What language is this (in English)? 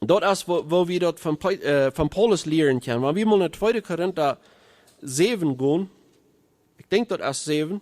Plautdietsch